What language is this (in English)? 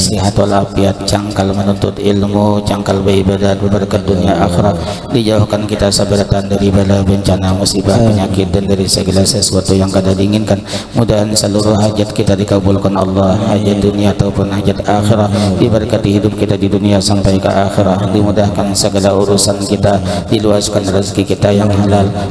Banjar